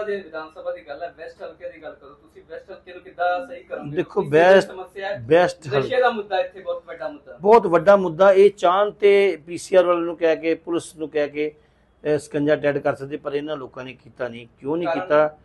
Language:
Punjabi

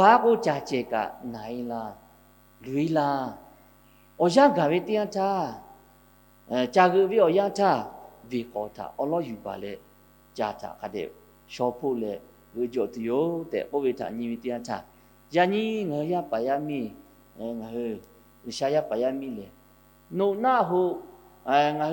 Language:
Lahu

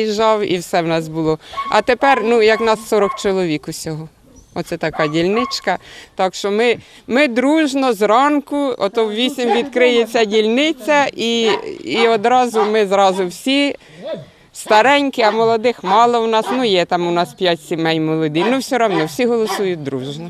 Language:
Ukrainian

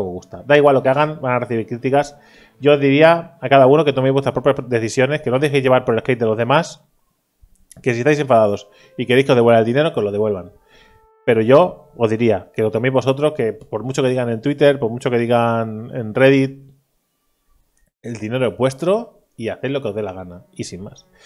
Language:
Spanish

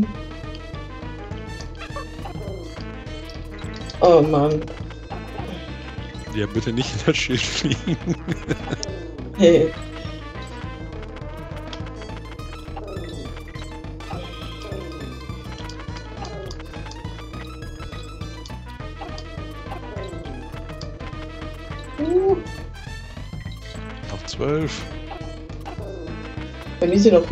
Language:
German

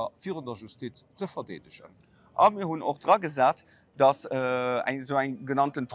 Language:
Luxembourgish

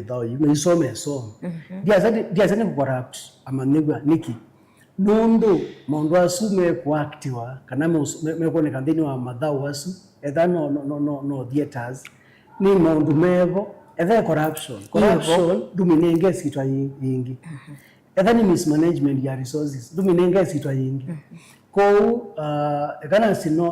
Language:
Kamba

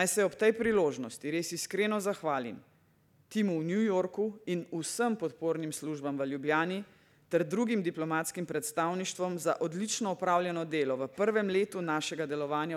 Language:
Slovenian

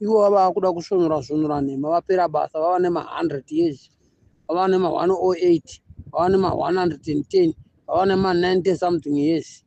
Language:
Shona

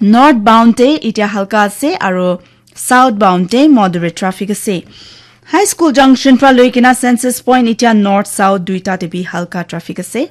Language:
Naga Pidgin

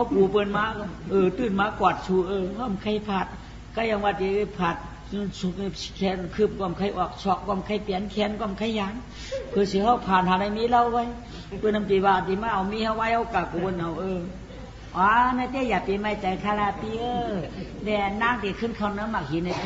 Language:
Shan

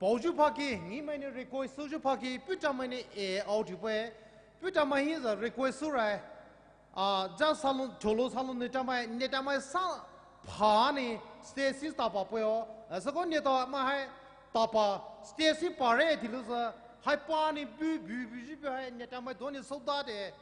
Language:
Poumei Naga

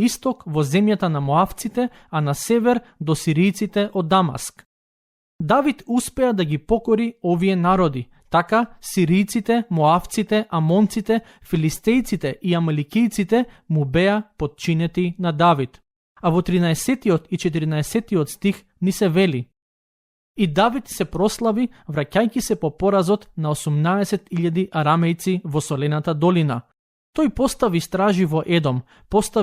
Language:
Macedonian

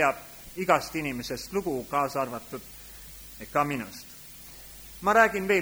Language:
Estonian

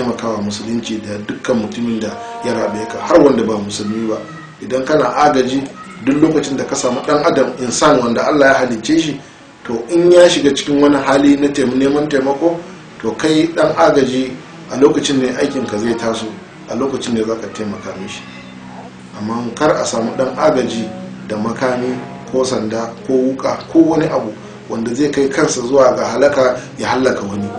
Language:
Hausa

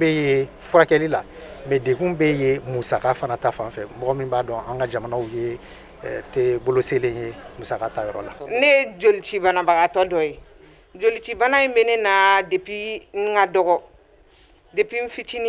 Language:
Bambara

